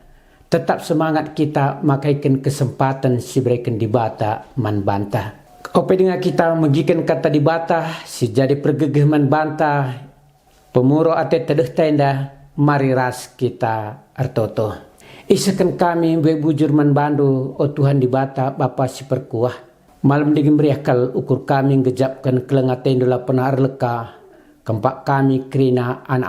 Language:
Batak Karo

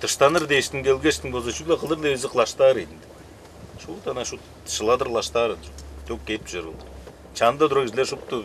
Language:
Tuvinian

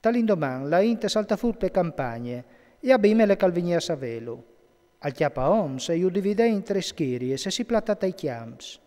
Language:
Friulian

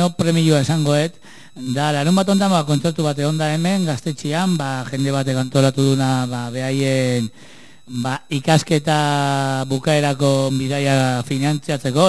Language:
Basque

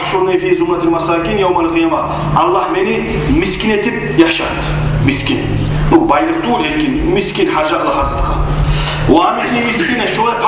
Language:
Kumyk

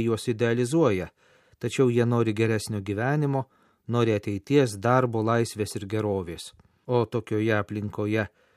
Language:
Lithuanian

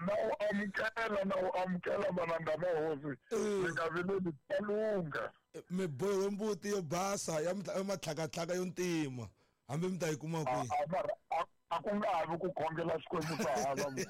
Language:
Tsonga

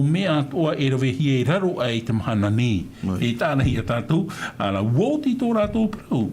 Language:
Tahitian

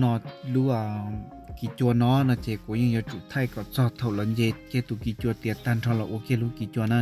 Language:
Hmong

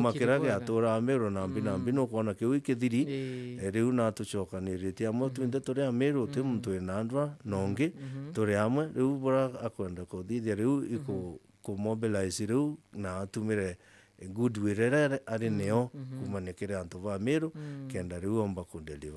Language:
Meru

